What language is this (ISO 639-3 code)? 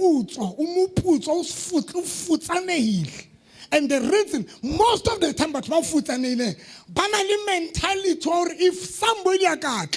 sot